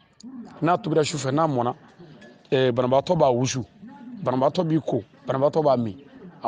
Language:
Bambara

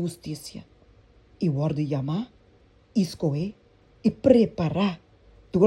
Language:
Papiamento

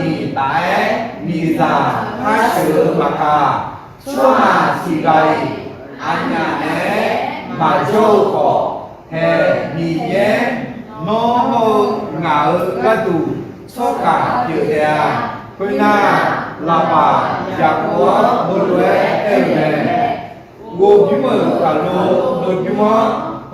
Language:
Akha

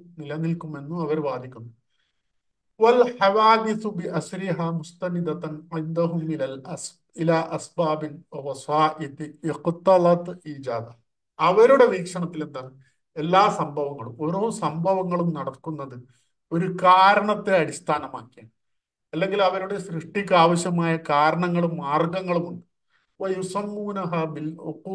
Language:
Malayalam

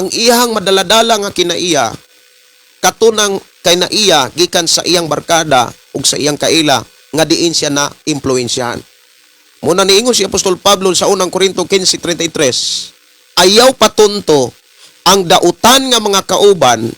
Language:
Cebuano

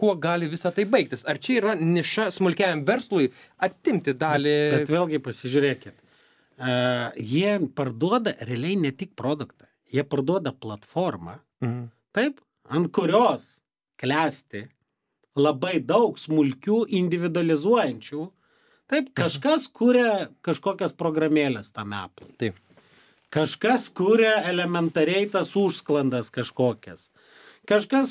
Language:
Lithuanian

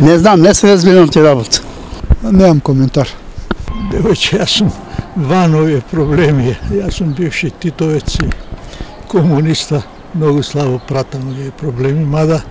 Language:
Macedonian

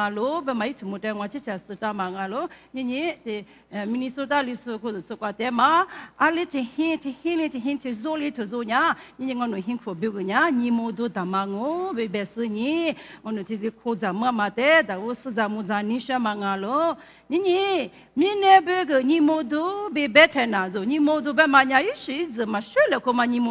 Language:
Lisu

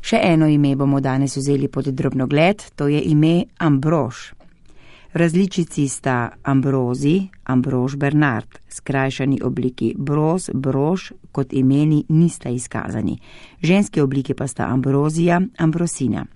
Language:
Slovenian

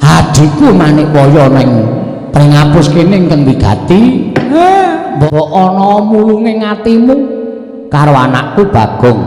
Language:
Javanese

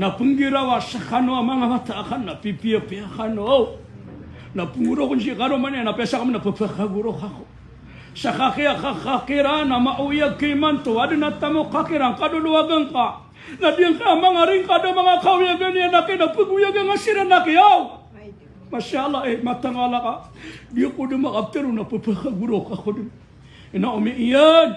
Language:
Maranao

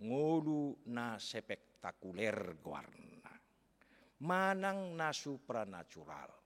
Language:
Batak Toba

